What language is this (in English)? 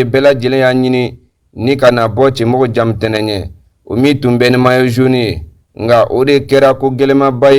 Bambara